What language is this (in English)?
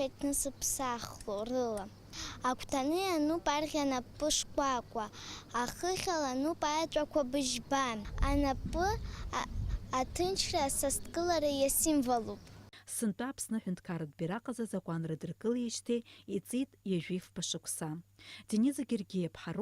Abkhazian